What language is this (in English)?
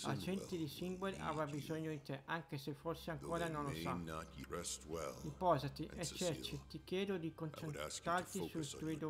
Italian